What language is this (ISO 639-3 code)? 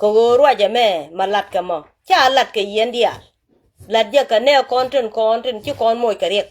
nus